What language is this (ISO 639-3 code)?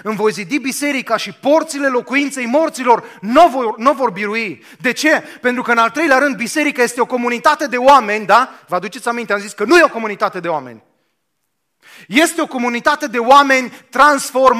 ron